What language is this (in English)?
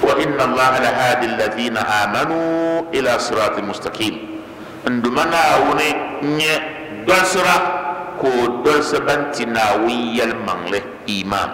Dagbani